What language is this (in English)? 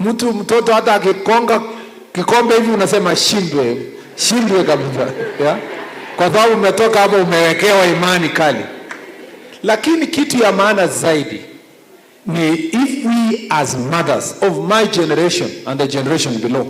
Meru